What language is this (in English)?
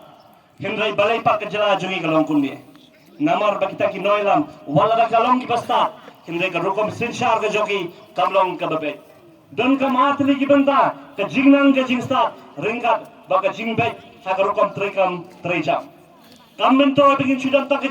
Khasi